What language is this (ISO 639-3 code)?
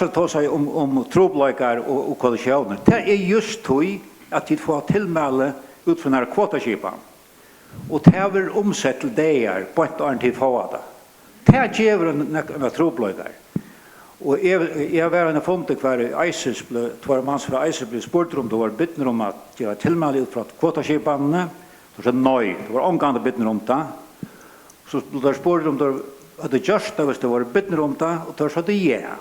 fao